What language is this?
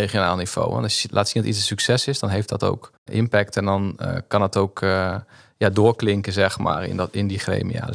Dutch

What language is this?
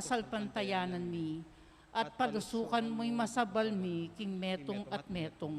Pampanga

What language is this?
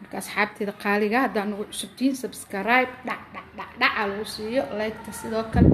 Somali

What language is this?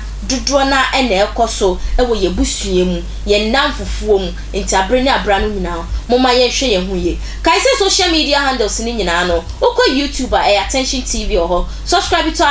Akan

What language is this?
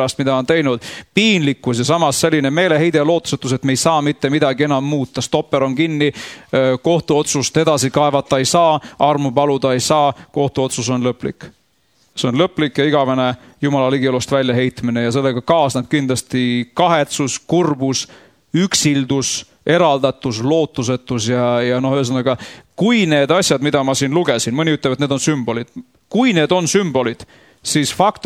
Estonian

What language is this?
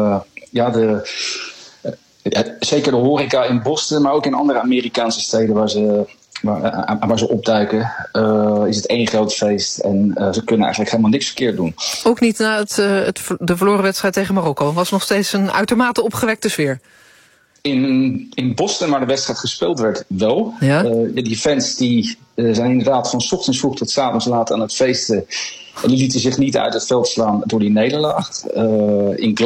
Dutch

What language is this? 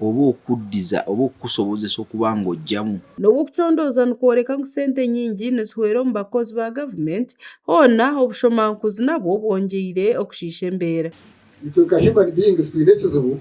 Nyankole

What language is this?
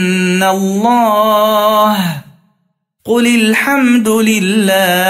Arabic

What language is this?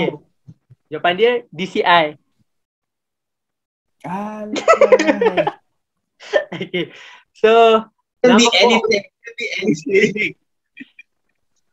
Malay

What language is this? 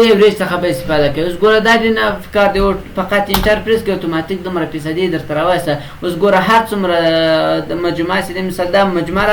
Pashto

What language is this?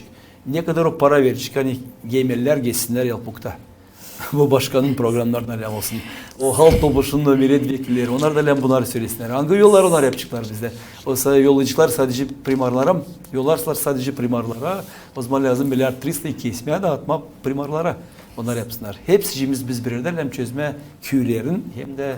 Gagauz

